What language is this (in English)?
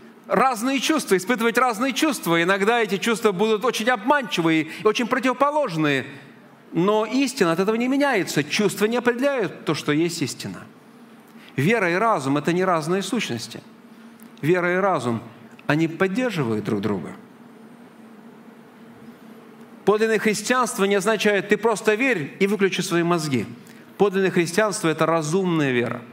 Russian